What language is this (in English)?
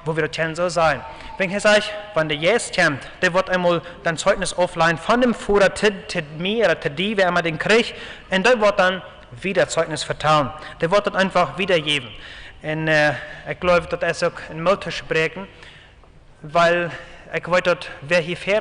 Plautdietsch